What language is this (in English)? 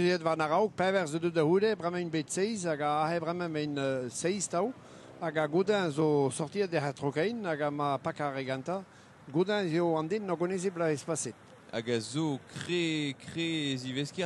Breton